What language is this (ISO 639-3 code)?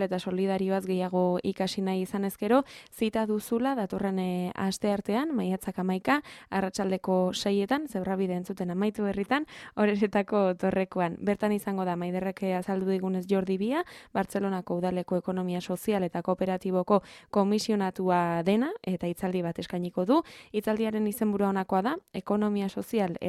eus